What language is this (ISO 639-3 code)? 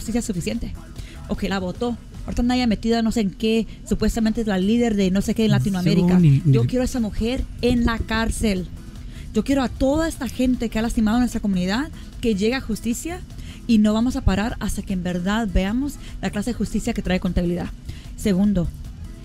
spa